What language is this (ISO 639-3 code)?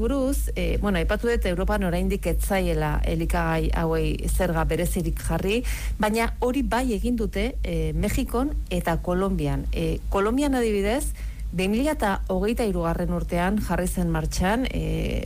eus